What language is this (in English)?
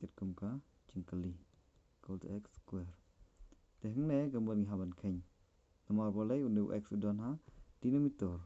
Khasi